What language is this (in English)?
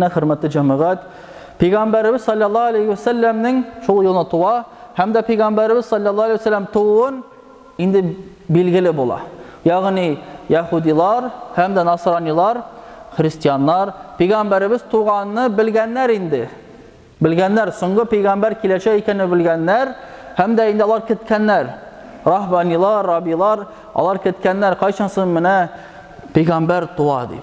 Tatar